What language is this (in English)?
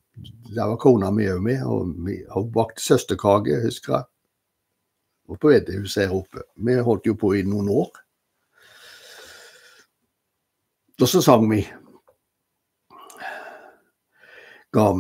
Norwegian